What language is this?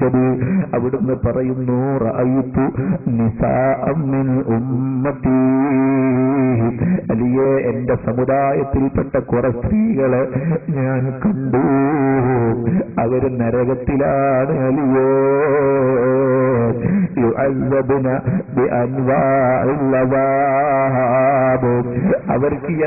Malayalam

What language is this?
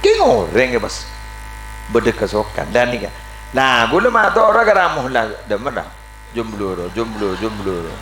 Madurese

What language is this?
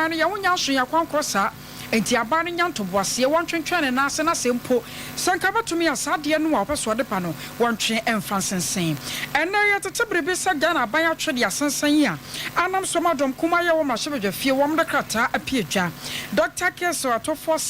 Akan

